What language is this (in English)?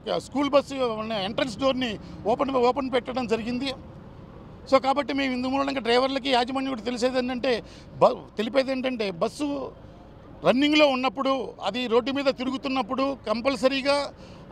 Telugu